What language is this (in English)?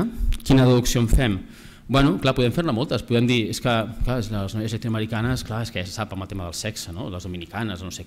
Catalan